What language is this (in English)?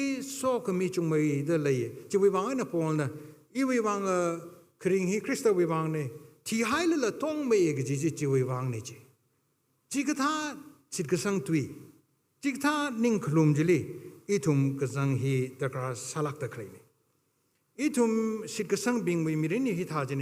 Tangkhul Naga (India)